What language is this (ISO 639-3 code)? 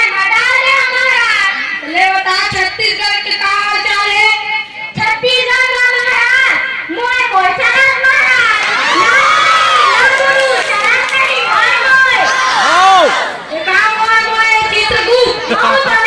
hne